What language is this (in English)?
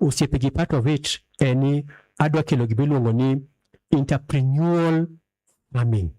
Luo (Kenya and Tanzania)